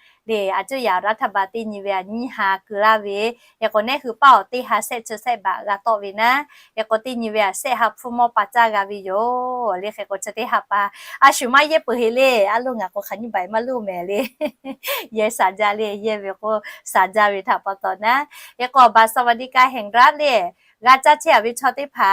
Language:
Lahu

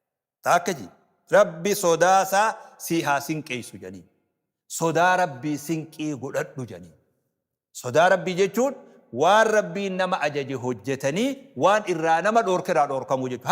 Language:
Oromo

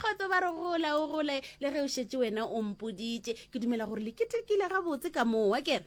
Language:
Northern Sotho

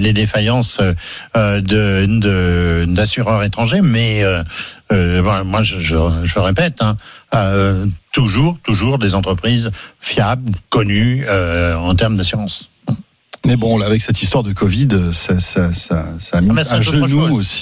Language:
French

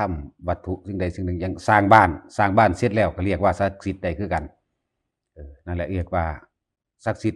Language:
Northeastern Thai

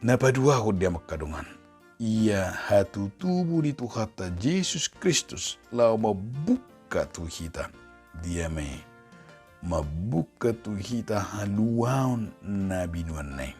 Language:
Batak Toba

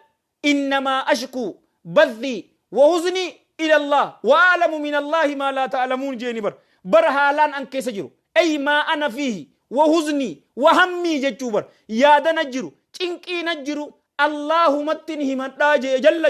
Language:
Oromo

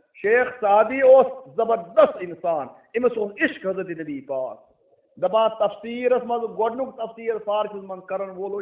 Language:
Kashmiri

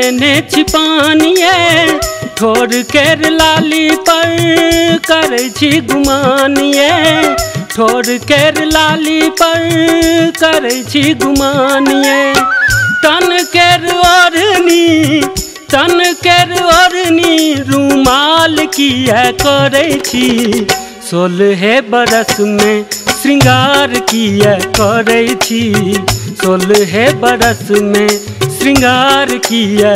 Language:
Maithili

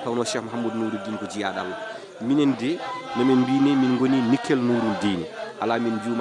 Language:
Fula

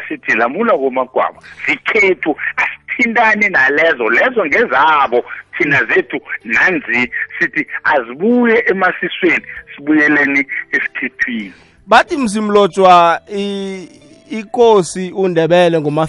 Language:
South Ndebele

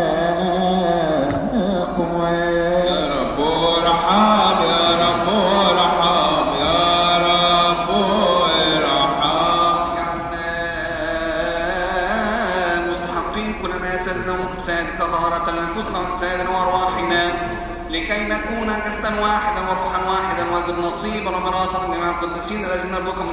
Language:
Arabic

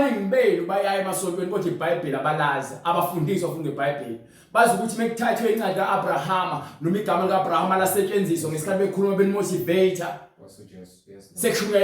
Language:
Zulu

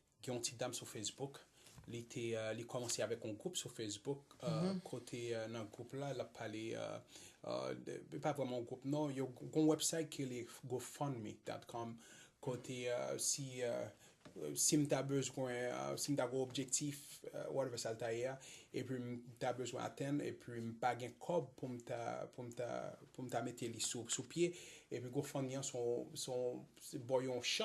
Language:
Haitian Creole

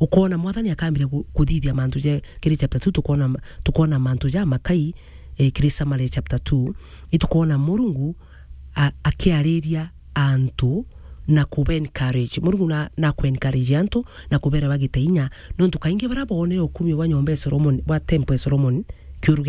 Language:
Meru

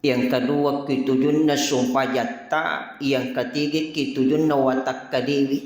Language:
Buginese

